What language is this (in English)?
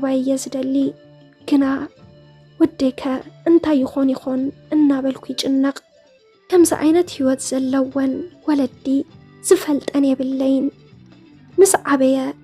Tigrinya